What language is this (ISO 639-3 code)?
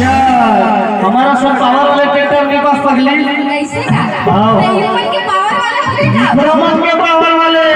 hne